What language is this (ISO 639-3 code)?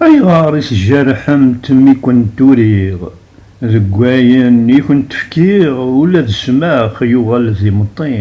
kab